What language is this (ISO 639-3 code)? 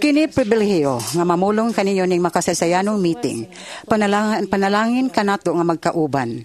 ceb